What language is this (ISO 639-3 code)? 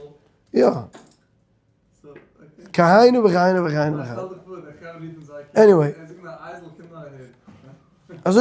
yid